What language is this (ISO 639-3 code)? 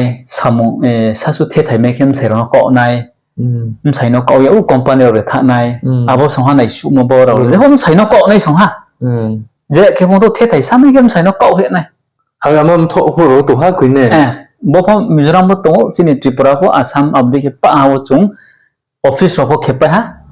ria